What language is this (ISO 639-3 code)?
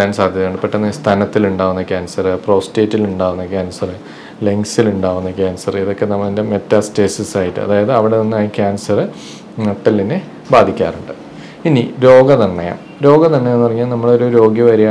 mal